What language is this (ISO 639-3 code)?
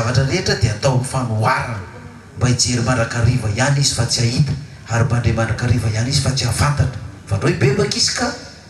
mlg